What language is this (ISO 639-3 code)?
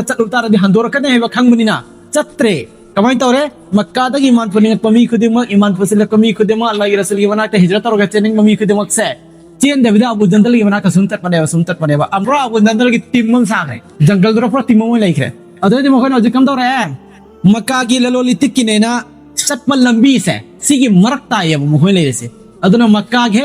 mni